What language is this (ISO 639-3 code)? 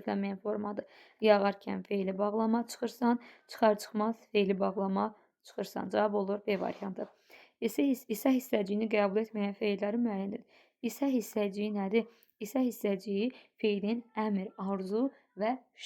aze